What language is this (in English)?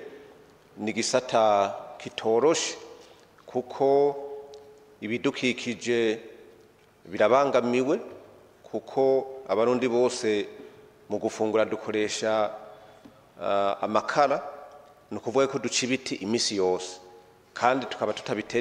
Rundi